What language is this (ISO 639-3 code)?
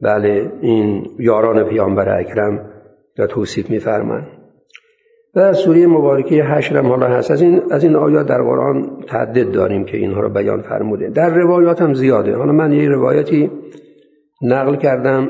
fas